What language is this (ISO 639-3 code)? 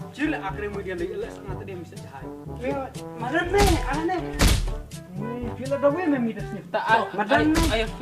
kha